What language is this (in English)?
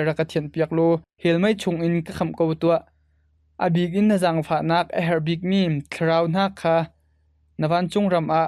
Hakha Chin